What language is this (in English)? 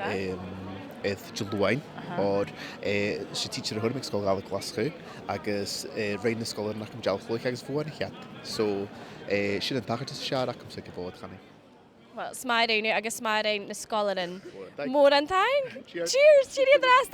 Scottish Gaelic